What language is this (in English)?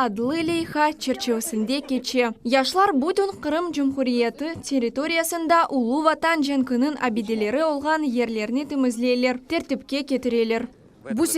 Crimean Tatar